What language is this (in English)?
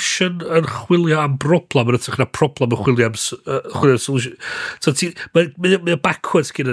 Welsh